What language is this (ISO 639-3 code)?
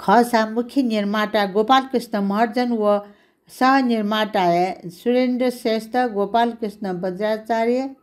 new